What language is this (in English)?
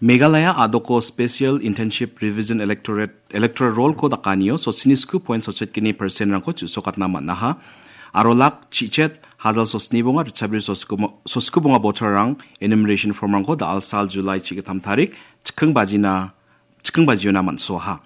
Garo